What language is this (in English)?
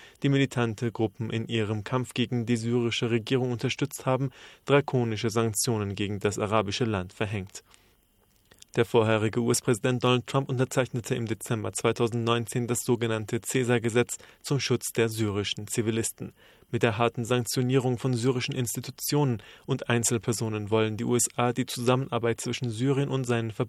German